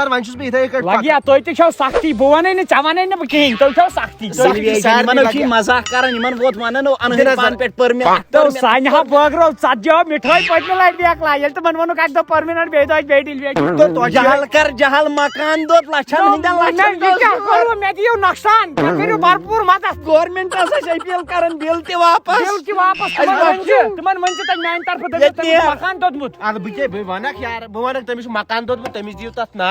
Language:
Kashmiri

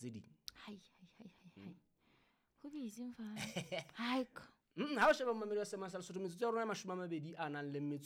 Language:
Southern Sotho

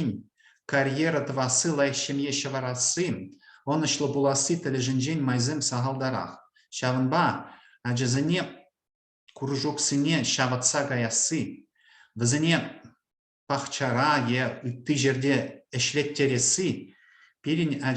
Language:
Chuvash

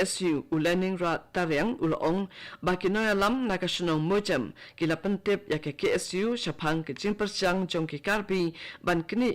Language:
Khasi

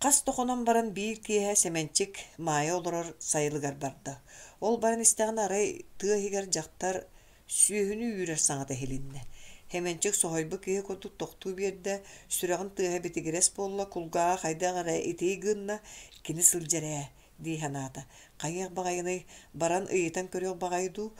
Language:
Yakut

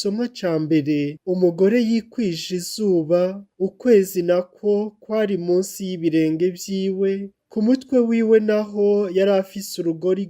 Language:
Rundi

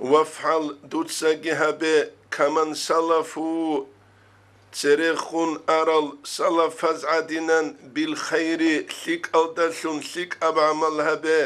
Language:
Avaric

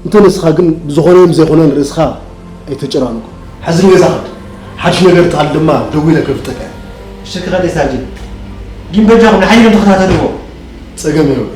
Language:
Tigrinya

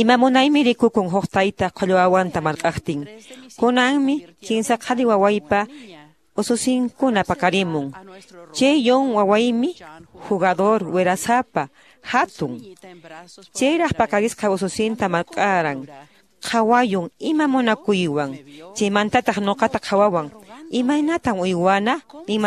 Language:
Quechua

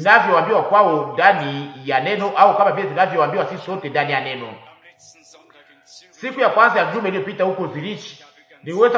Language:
Swahili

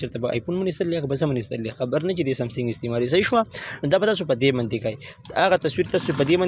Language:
Pashto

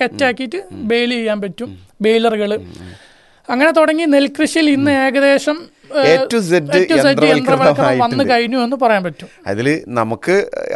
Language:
Malayalam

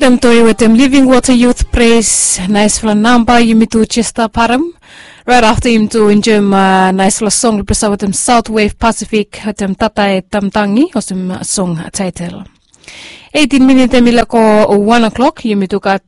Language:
Bislama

